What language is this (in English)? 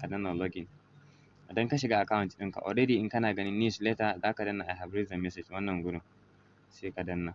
Hausa